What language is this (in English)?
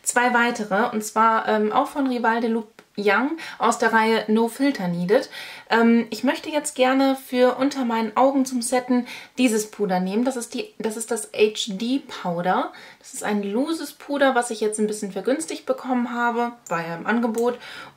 German